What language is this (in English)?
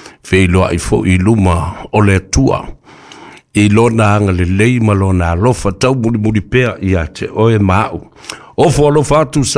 Samoan